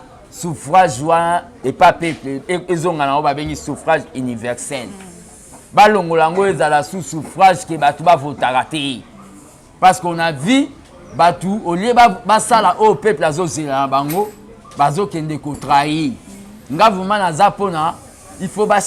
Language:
Lingala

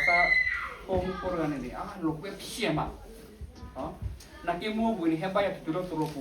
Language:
S'gaw Karen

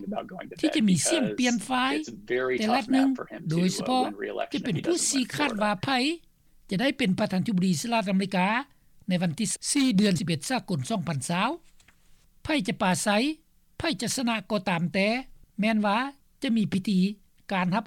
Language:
Lao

